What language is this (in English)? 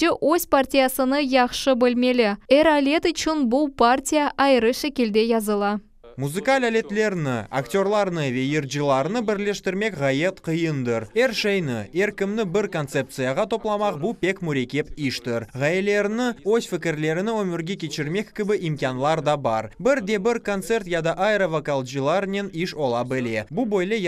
Crimean Tatar